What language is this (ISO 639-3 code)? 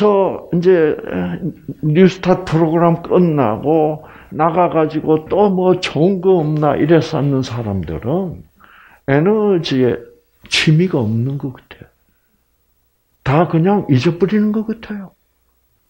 kor